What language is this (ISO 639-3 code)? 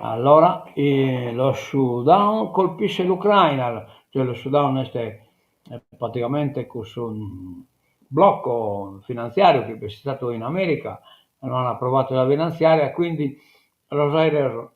srd